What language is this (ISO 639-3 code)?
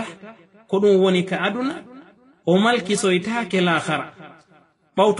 ful